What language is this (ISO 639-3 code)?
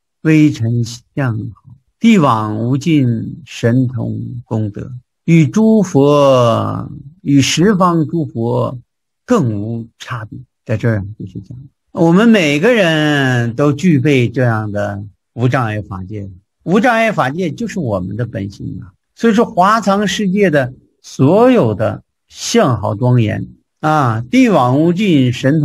zho